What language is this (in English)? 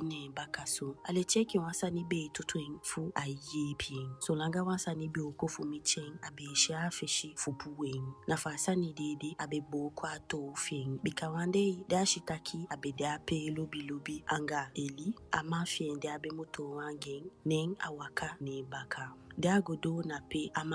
Eastern Maroon Creole